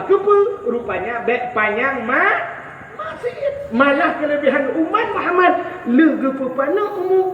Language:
Achinese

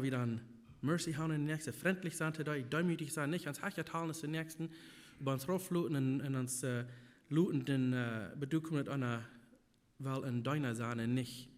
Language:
Plautdietsch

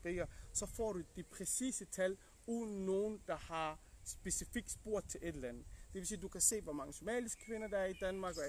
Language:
Danish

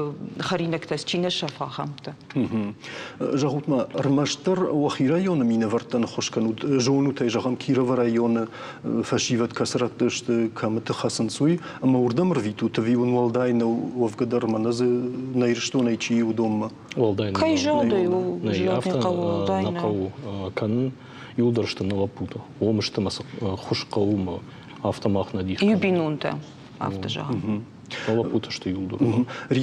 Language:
Ossetic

